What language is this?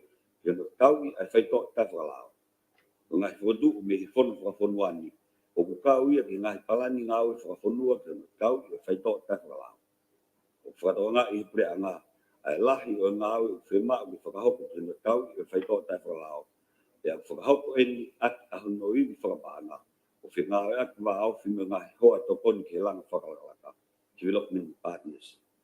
Tongan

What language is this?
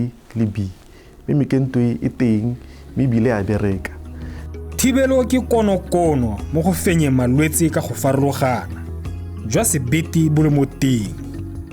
Tswana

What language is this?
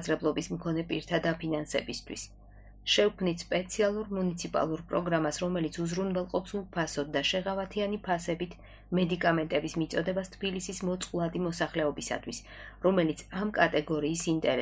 Georgian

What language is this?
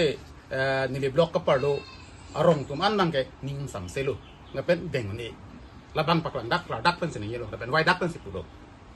Karbi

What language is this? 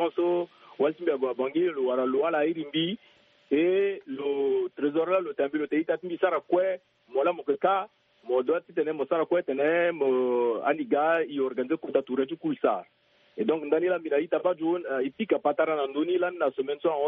Sango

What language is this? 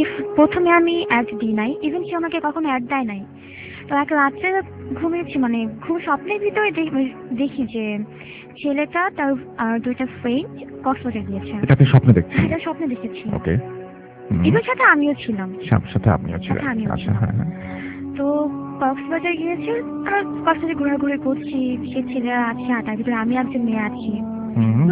Bangla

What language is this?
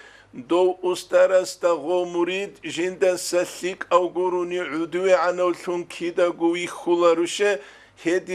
Avaric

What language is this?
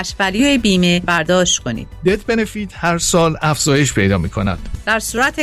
Persian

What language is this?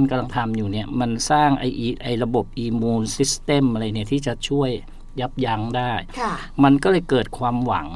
Thai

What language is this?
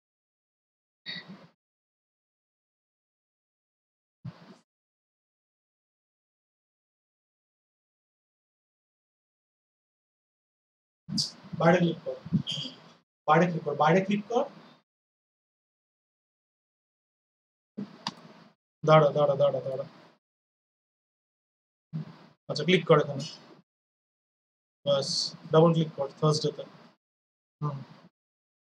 Bangla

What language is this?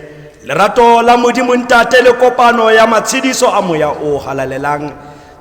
Tswana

